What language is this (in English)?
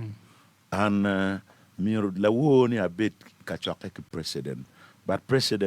Acoli